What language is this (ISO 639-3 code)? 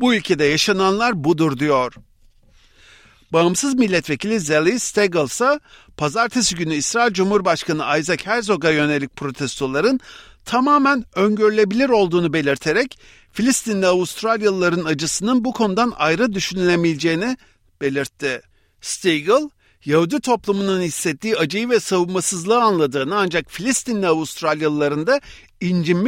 tur